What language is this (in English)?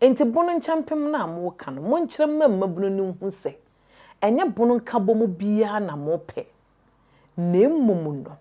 Akan